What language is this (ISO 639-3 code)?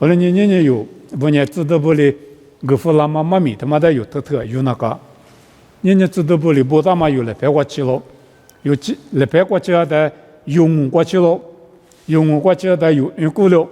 lis